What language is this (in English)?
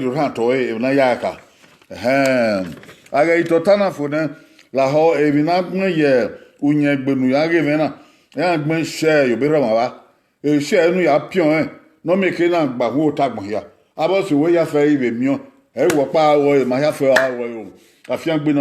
Bini